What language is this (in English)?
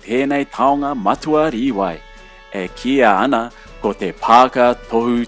Māori